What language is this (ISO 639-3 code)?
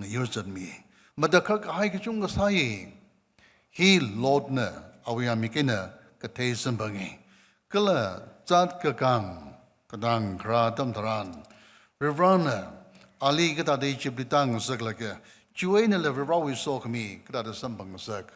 nmf